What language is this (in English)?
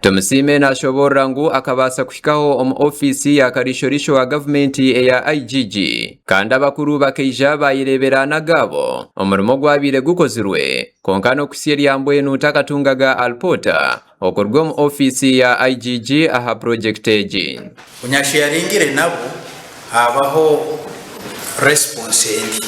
Nyankole